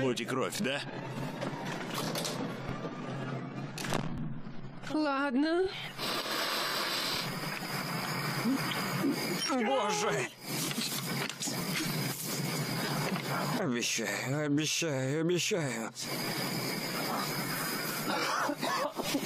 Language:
Russian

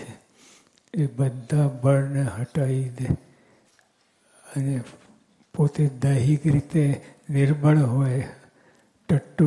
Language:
Gujarati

